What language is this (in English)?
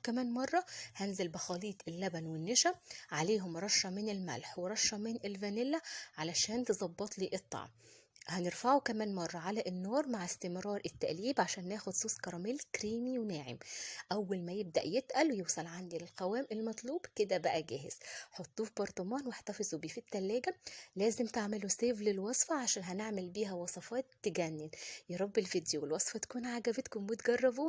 Egyptian Arabic